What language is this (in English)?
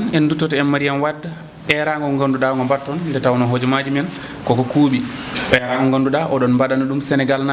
Fula